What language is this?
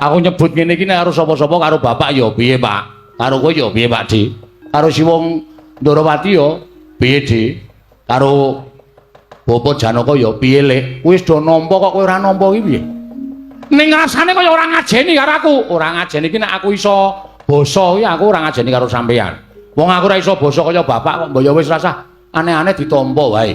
Javanese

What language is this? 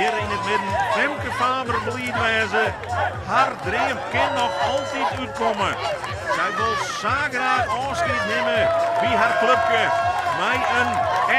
Western Frisian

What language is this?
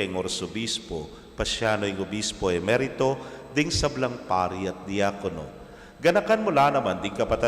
Pampanga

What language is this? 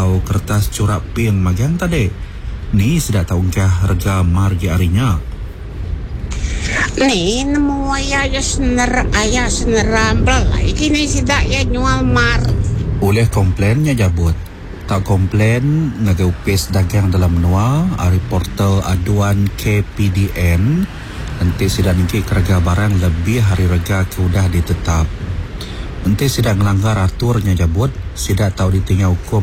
Iban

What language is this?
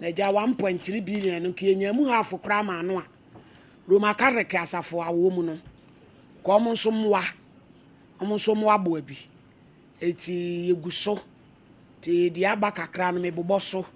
Akan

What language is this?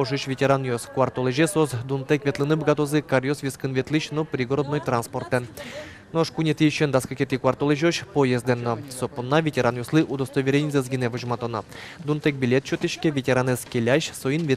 Udmurt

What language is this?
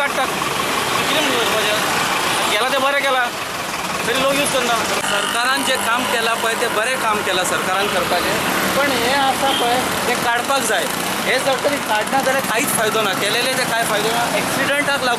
Konkani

